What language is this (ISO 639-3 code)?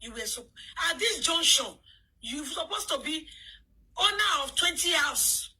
pcm